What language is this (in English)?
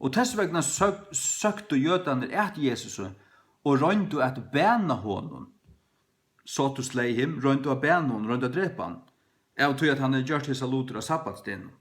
Faroese